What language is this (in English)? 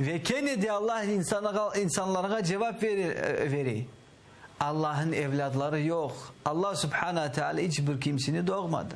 Crimean Tatar